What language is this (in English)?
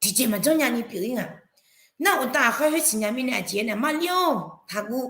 Akha